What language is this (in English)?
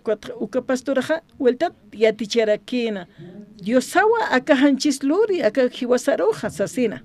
Aymara